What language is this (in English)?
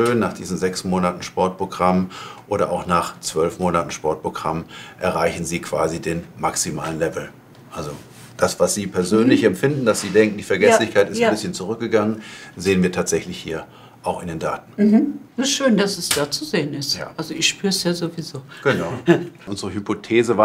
German